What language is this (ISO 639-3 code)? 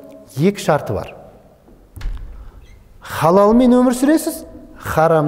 kaz